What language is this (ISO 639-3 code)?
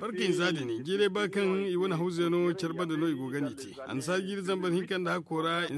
dje